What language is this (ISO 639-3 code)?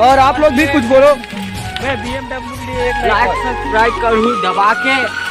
hne